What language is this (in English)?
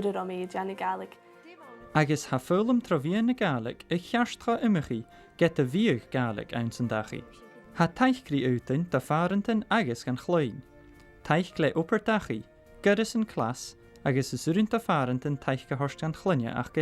Scottish Gaelic